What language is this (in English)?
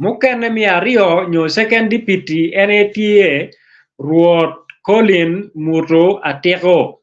Acoli